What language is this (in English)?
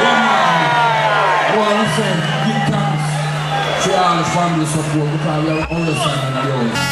Jamaican Creole English